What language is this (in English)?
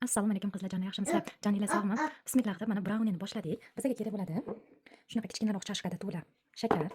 Uzbek